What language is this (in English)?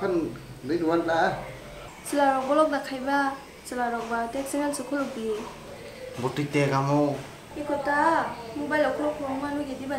Kok Borok